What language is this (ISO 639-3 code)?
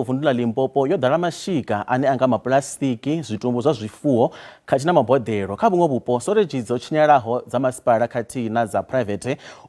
ven